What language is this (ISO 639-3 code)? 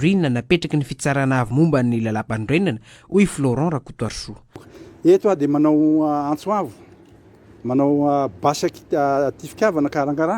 mlg